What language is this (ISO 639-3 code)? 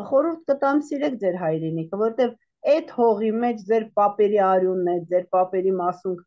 hye